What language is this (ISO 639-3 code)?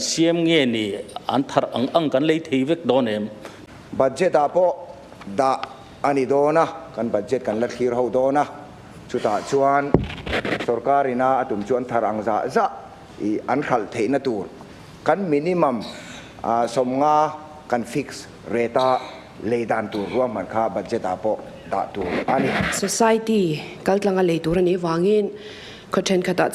lus